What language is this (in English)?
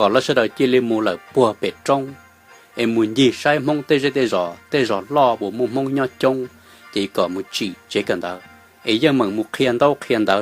Hmong